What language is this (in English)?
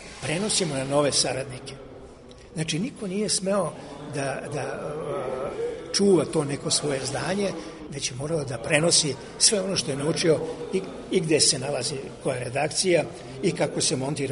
Serbian